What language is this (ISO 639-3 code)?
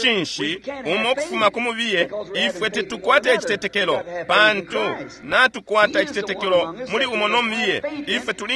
bem